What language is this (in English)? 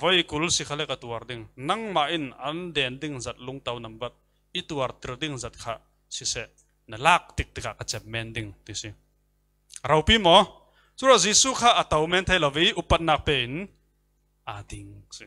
Falam Chin